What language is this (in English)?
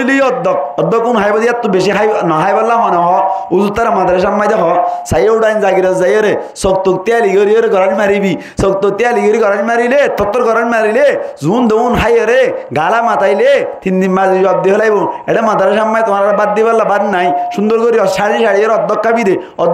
Rohingya